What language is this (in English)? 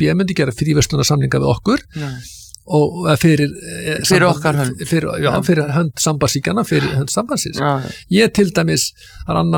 Icelandic